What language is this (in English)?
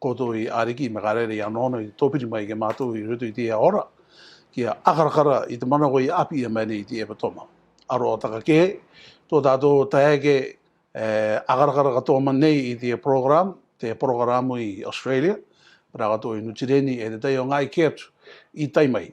Rarotongan